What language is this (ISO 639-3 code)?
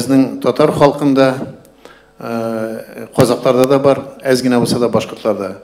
tat